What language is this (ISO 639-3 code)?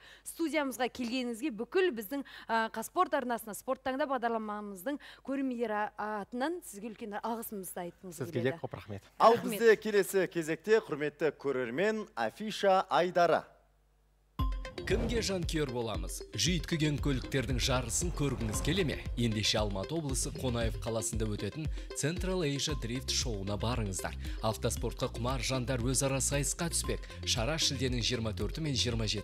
kaz